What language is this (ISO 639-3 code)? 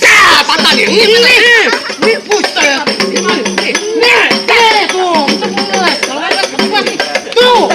bew